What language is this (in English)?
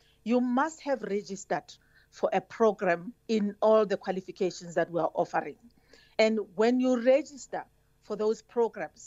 English